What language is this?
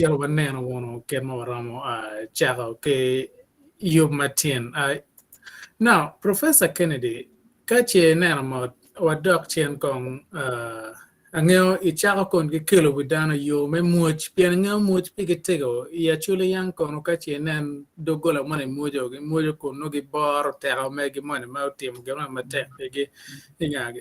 Acoli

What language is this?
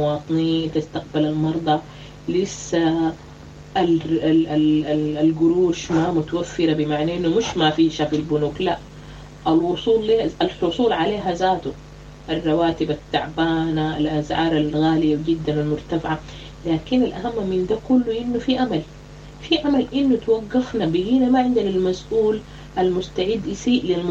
Sudanese Arabic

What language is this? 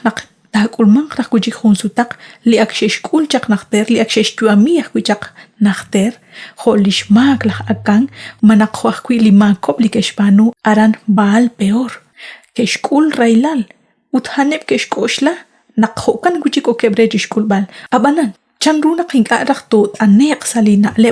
Kekchí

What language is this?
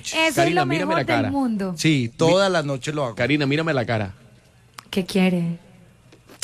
Spanish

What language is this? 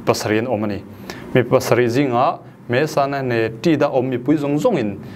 Falam Chin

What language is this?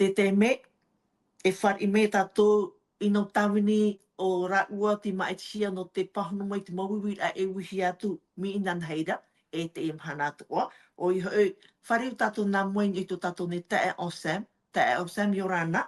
Tahitian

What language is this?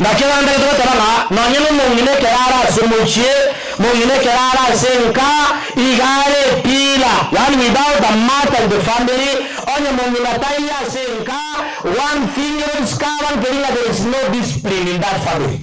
Gusii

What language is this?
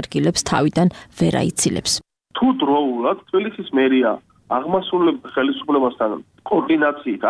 Georgian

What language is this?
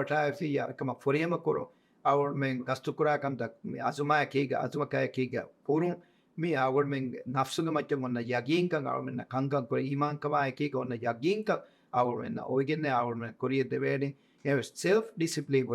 Divehi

